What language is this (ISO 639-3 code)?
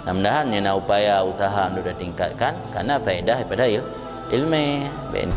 ace